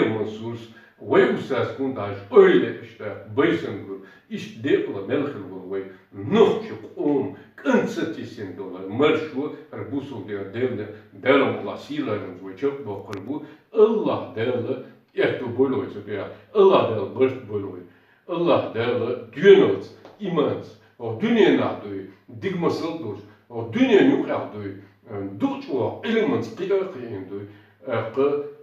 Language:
Chechen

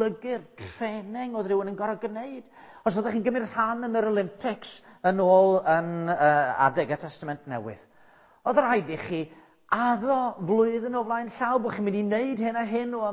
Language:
Welsh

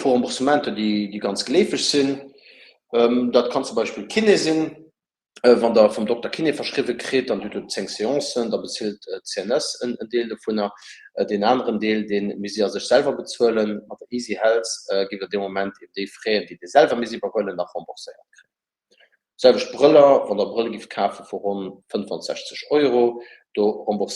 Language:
Luxembourgish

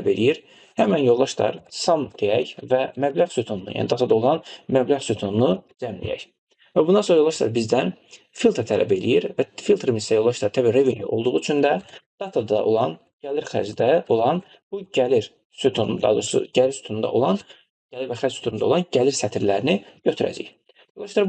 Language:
Azerbaijani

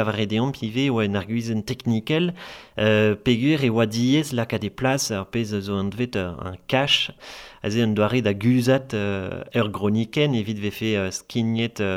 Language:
Breton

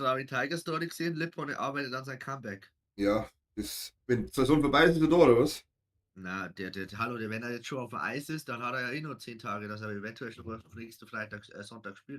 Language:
Bavarian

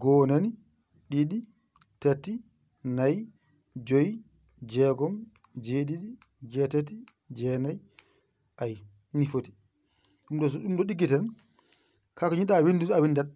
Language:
Fula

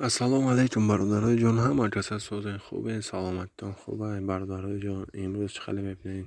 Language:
Tajik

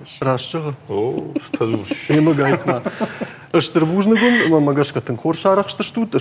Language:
Ossetic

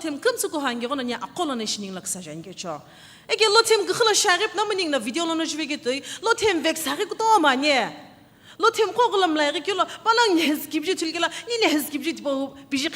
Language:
Sumi Naga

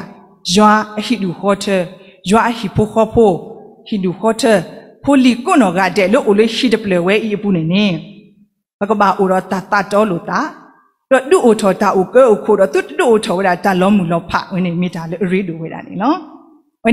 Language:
S'gaw Karen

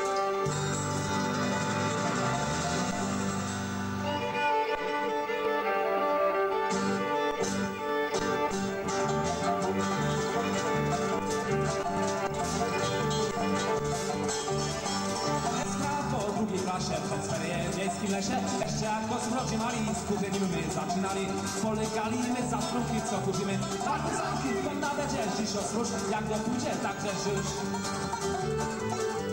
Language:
Polish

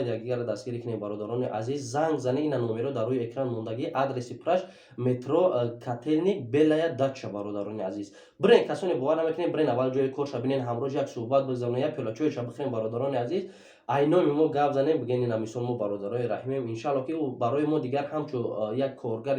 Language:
Tajik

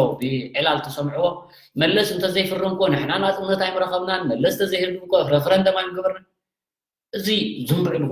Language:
Tigrinya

